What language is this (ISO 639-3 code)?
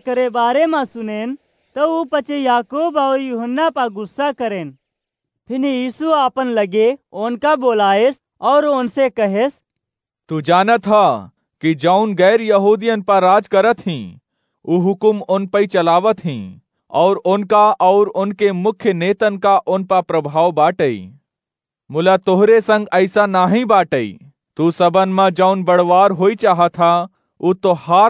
awa